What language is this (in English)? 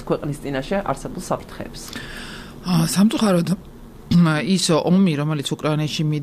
Georgian